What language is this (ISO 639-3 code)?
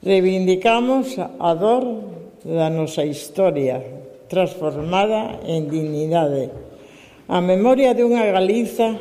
glg